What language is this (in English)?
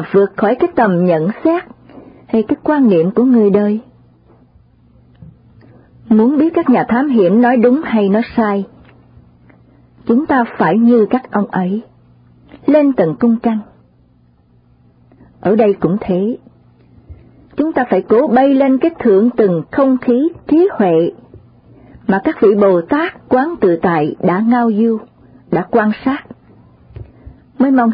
Vietnamese